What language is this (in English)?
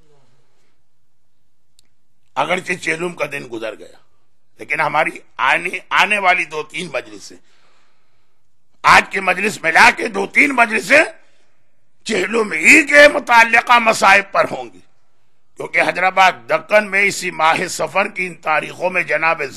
Urdu